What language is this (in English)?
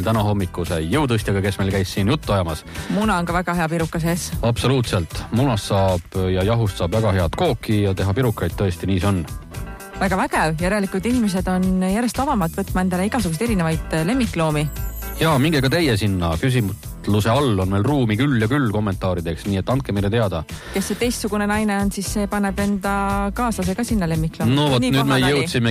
Estonian